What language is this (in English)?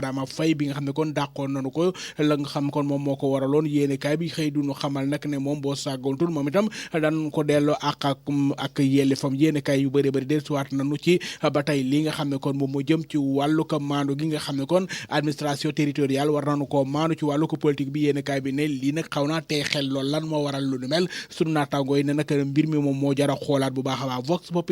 Wolof